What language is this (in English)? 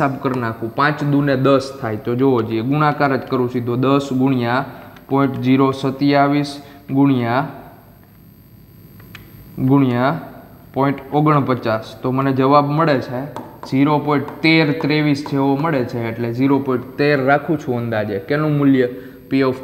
Gujarati